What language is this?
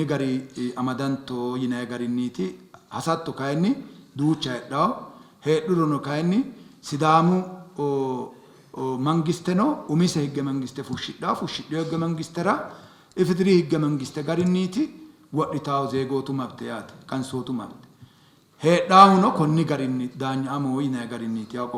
Sidamo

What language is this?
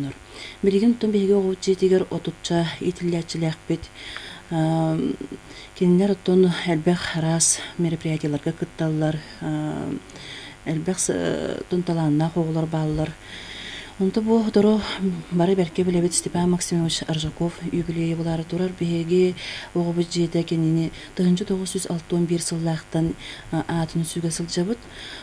Yakut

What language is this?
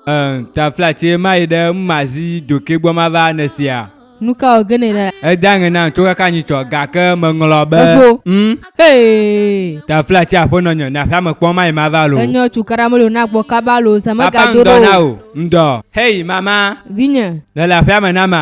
Ewe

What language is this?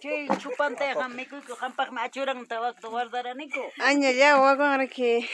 Ayacucho Quechua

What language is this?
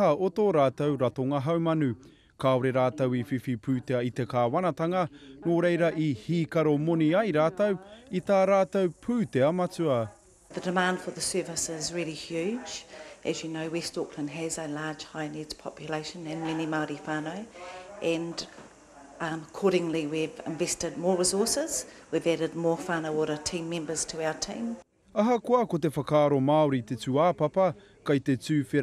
Māori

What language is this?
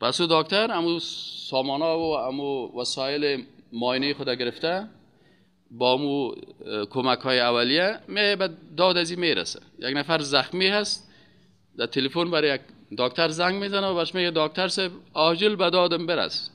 Persian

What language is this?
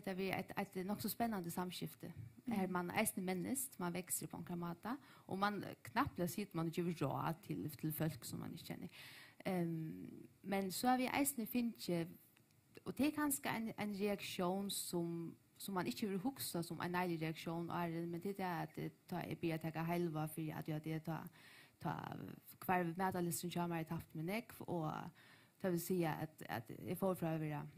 Faroese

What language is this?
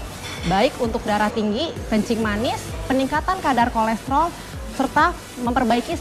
Indonesian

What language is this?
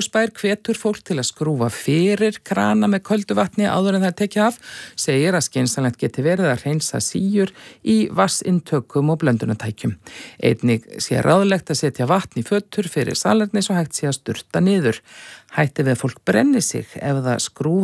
Icelandic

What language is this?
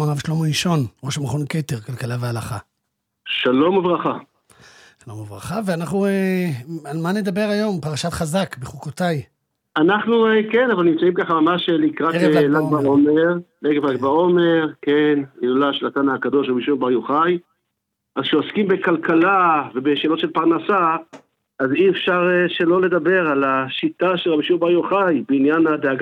Hebrew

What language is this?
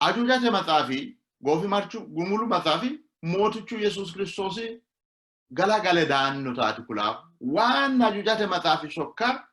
Sidamo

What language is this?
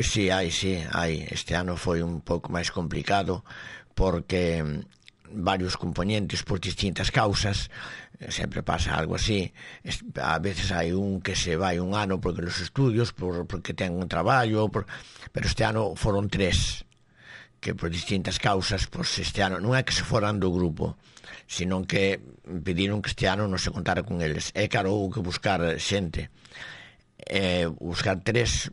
Galician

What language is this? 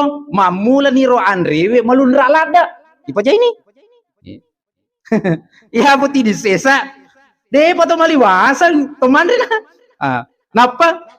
Buginese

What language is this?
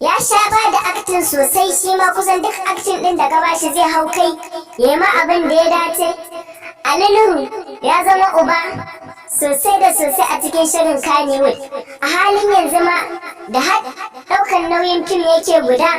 Hausa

